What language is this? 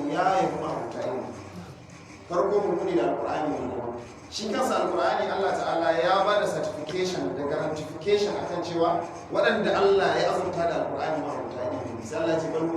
Hausa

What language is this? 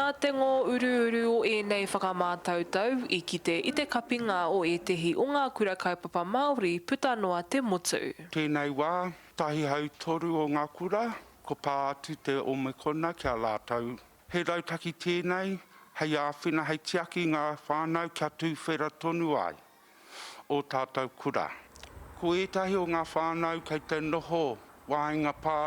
Māori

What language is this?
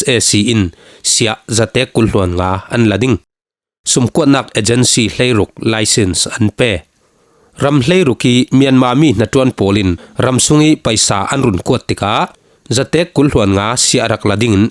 Falam Chin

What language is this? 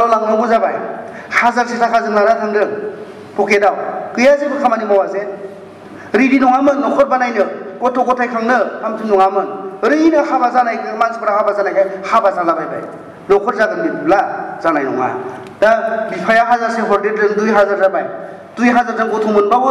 Bodo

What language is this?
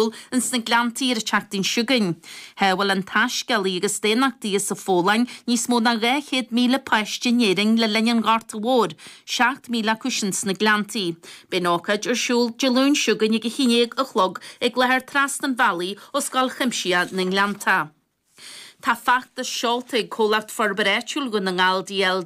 Irish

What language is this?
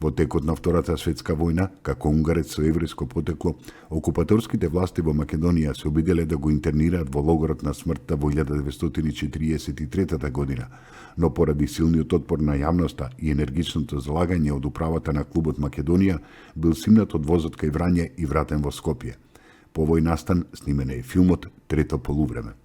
Macedonian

